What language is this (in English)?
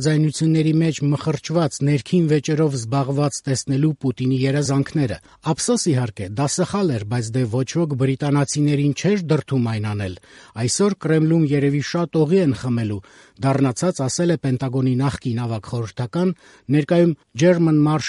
Armenian